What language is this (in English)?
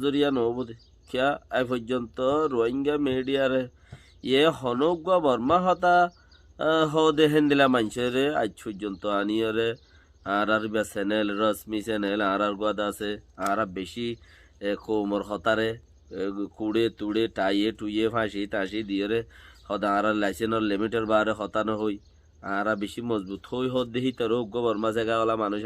Rohingya